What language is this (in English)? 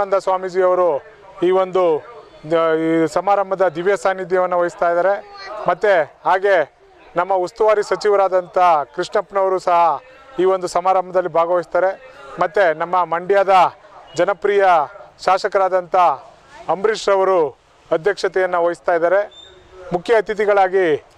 Kannada